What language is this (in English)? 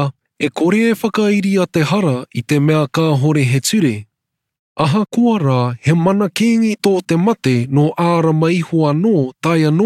Māori